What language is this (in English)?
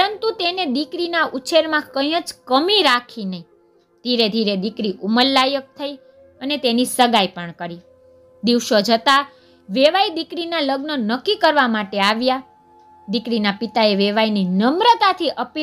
Gujarati